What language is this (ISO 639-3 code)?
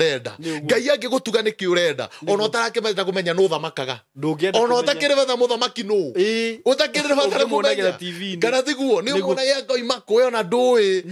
kik